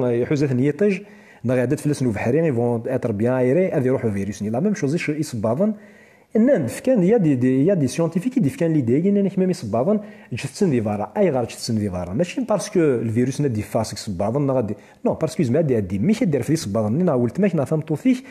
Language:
Kabyle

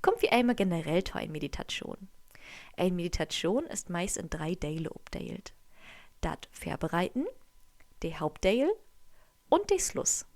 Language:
Low German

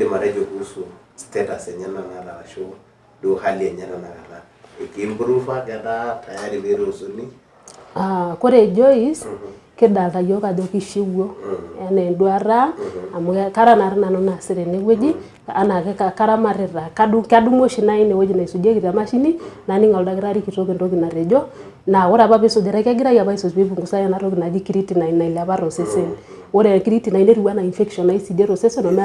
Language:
Masai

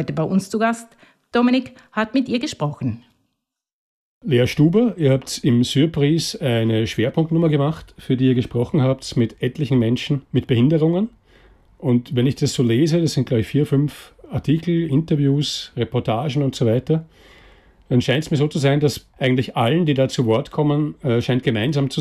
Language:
German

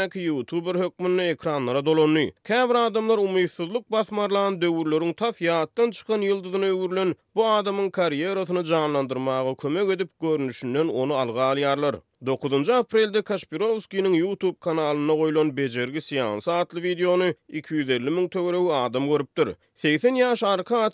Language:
Turkmen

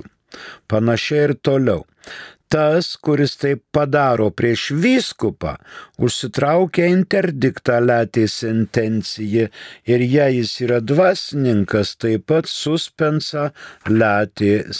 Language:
Lithuanian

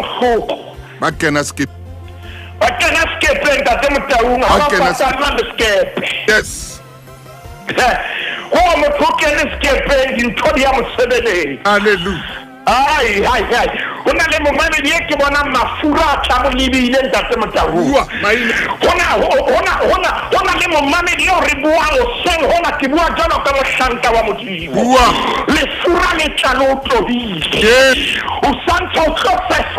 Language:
Southern Sotho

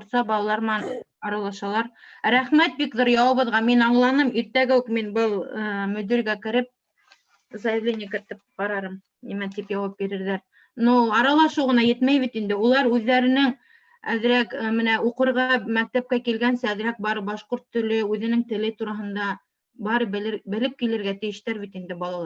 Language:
Bashkir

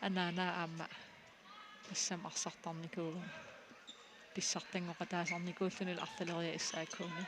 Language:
Kalaallisut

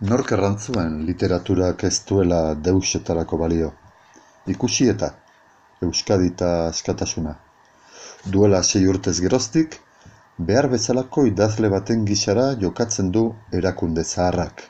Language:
Basque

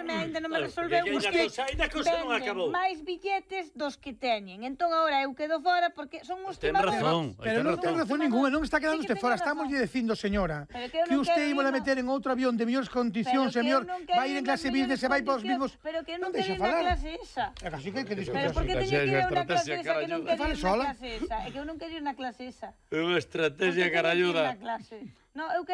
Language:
Galician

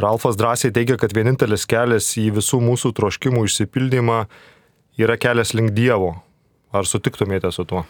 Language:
Lithuanian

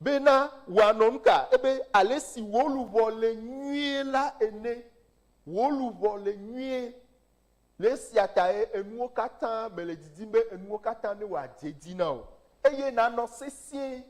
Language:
Ewe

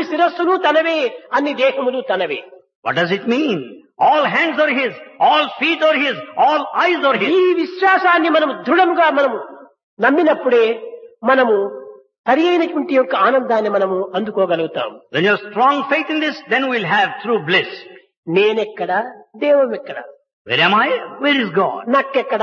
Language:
Telugu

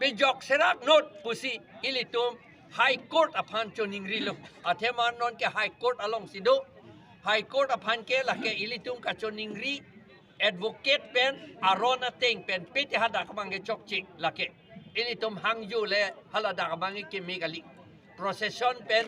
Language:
Karbi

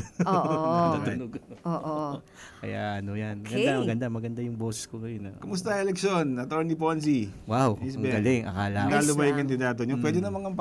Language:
Filipino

